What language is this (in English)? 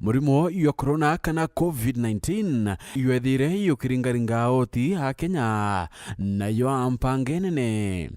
Meru